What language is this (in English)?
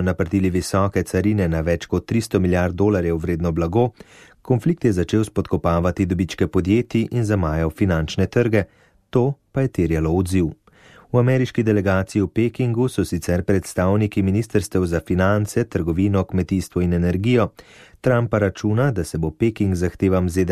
Slovenian